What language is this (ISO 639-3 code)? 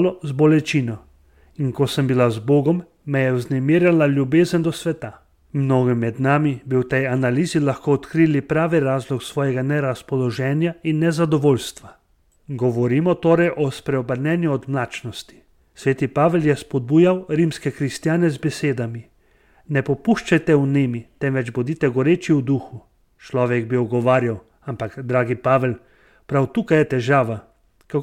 slv